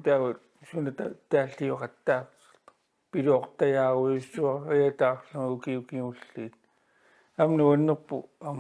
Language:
Kalaallisut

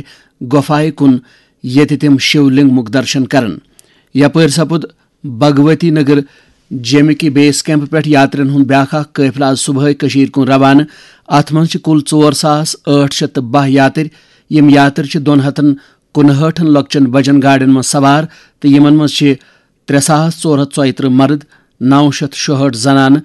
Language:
Kashmiri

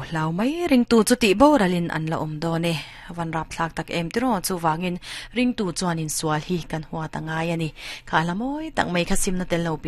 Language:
Mizo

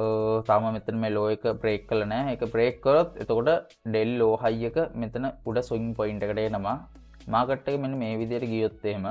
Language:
Sinhala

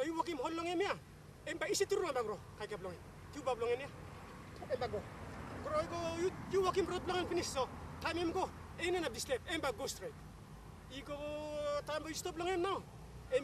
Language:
Tok Pisin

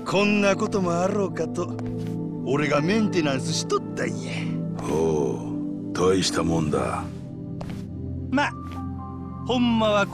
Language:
Japanese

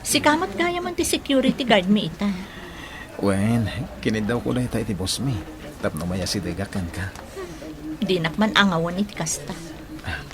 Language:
Iloko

